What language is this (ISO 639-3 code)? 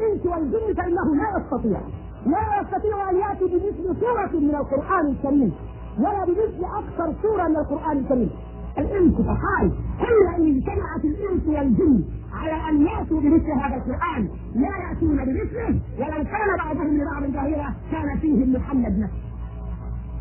ara